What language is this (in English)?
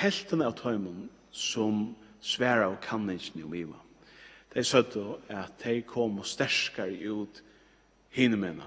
Faroese